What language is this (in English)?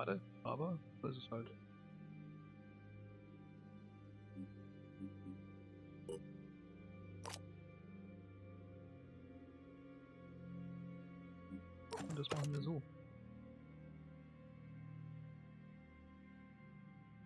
German